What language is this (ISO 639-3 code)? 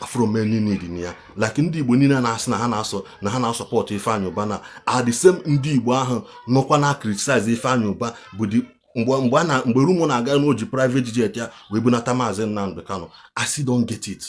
ibo